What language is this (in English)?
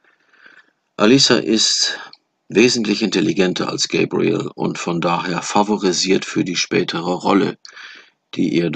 German